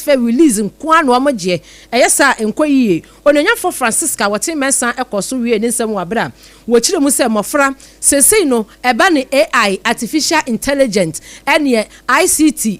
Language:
Akan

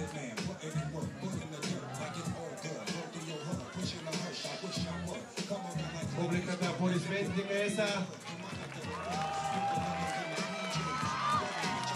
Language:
Bulgarian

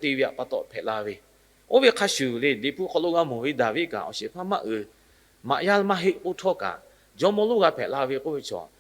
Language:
Lahu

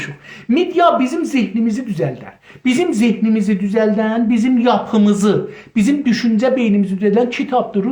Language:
South Azerbaijani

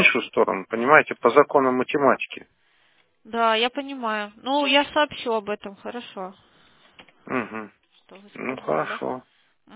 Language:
Russian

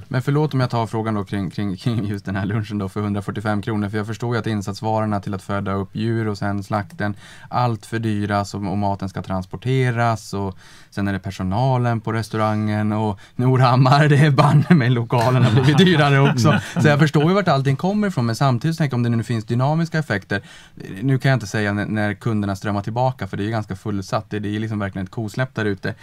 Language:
Swedish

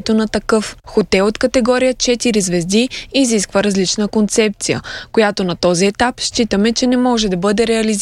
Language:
Bulgarian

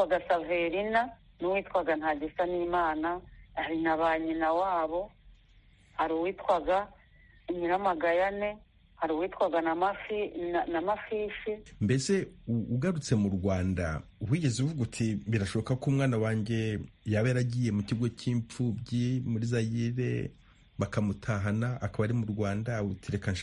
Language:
Kinyarwanda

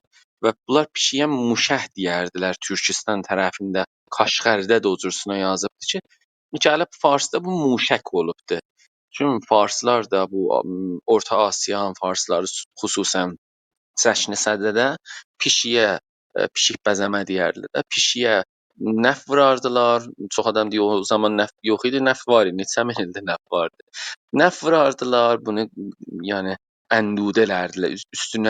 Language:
South Azerbaijani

